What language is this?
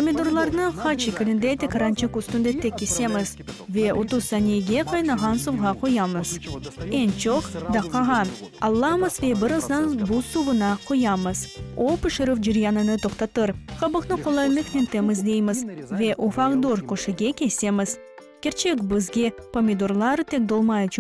Crimean Tatar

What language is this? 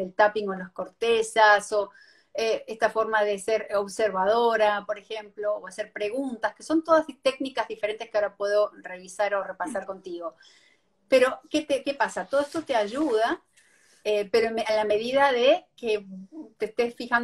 Spanish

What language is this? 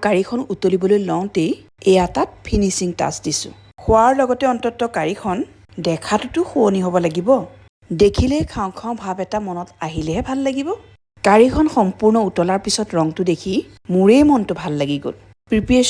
Assamese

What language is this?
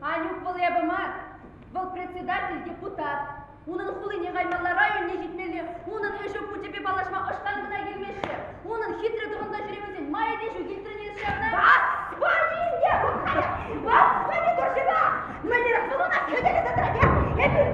Chuvash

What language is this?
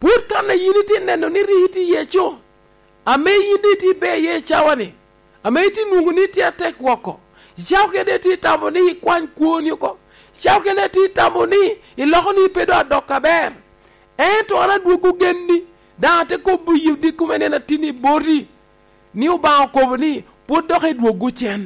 Lango (Uganda)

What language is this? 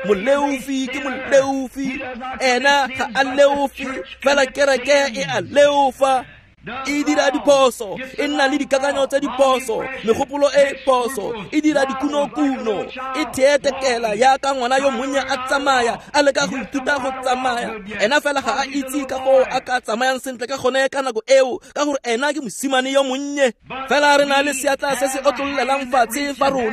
Tswana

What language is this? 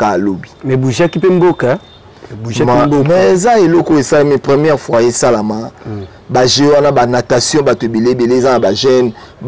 Lingala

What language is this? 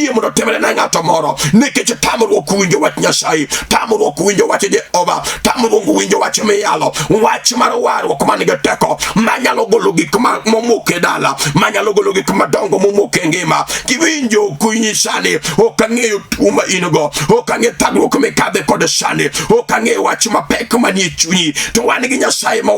Luo (Kenya and Tanzania)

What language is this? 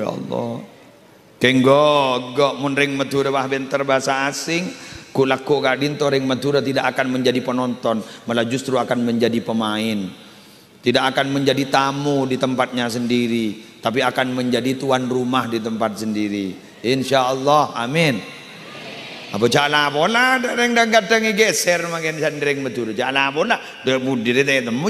Madurese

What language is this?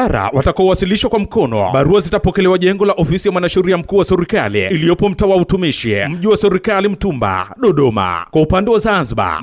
Swahili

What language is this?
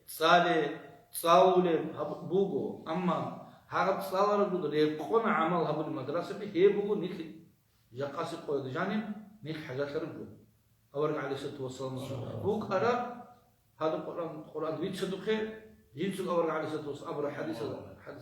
Avaric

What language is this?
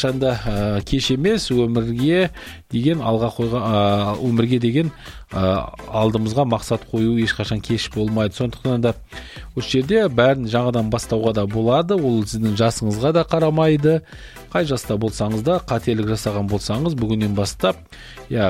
Kazakh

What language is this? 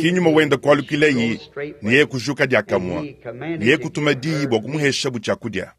Luba-Lulua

